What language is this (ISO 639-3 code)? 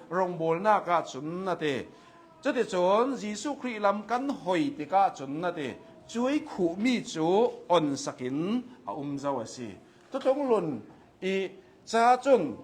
cnh